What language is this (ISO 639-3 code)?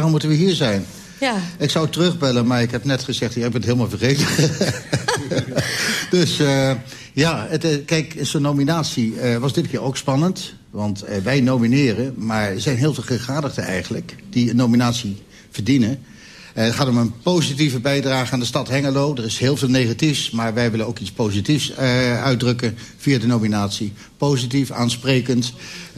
nld